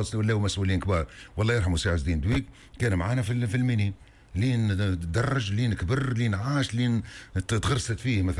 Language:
Tunisian Arabic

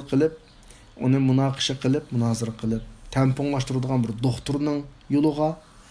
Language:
Uyghur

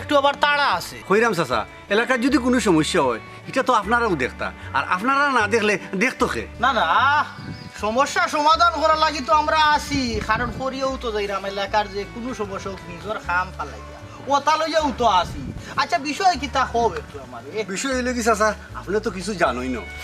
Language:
Sylheti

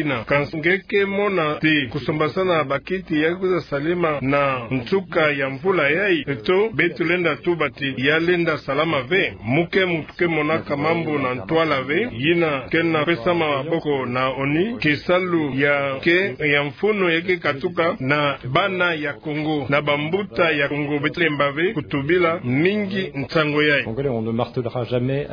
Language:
Kituba (Democratic Republic of Congo)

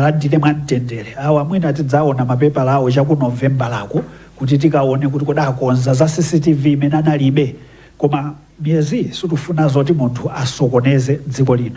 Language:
Nyanja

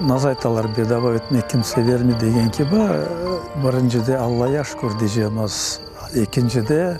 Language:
Crimean Tatar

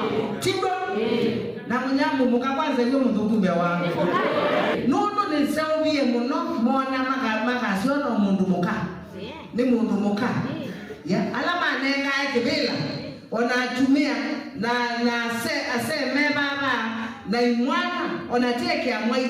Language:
Kamba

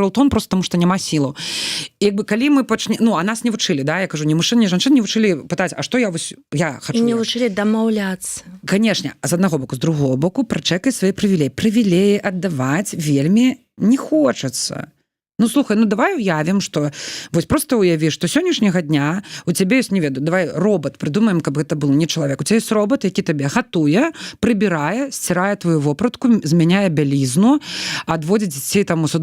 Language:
Belarusian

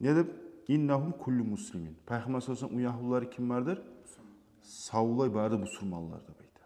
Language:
Kumyk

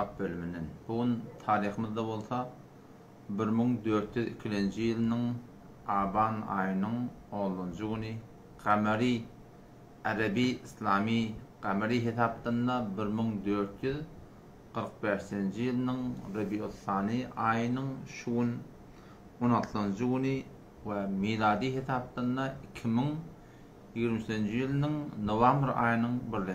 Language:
Turkmen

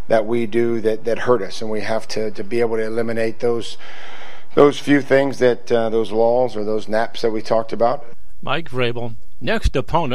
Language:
English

